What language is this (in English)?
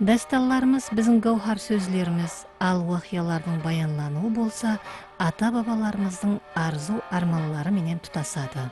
Kara-Kalpak